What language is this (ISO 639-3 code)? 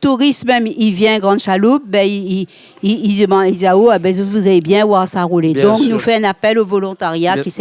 rcf